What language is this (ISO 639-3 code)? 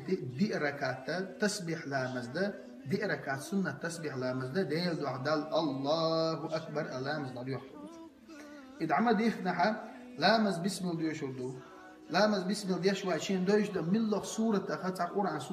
che